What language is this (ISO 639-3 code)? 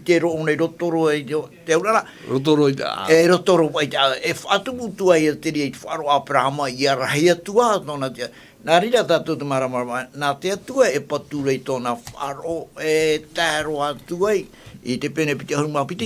tah